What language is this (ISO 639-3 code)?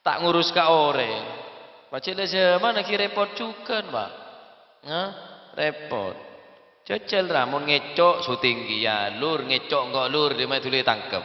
mad